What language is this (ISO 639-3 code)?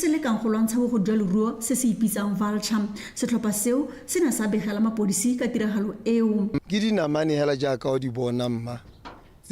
tsn